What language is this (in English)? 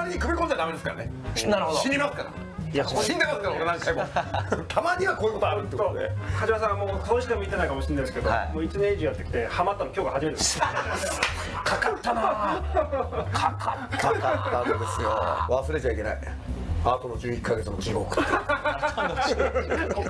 Japanese